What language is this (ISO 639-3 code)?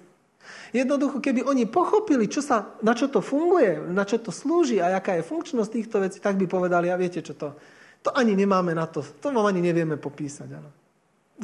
slk